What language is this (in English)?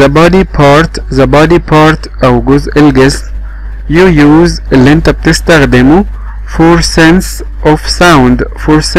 Egyptian Arabic